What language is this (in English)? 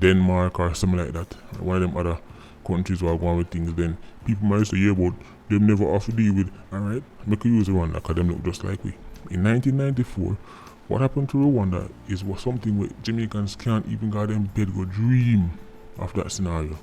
Jamaican Creole English